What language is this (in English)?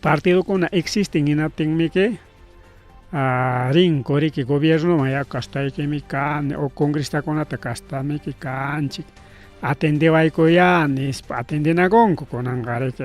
Ayacucho Quechua